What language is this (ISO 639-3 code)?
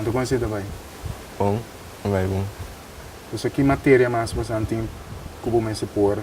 pap